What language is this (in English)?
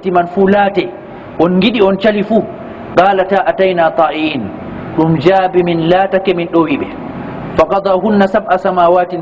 Fula